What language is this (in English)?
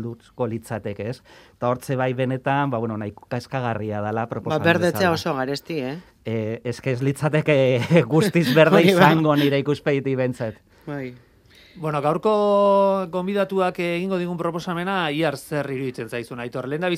Basque